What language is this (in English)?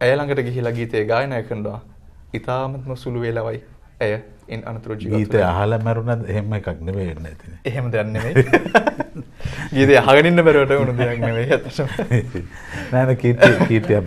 Sinhala